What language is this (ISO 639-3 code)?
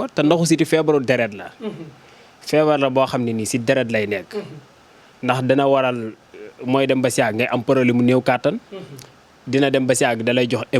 wol